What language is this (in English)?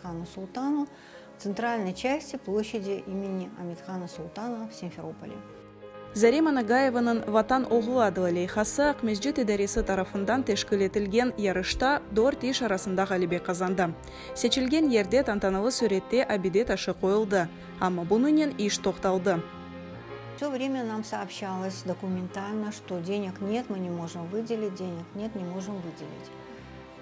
Crimean Tatar